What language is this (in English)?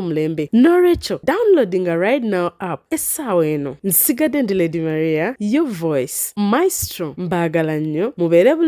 Ganda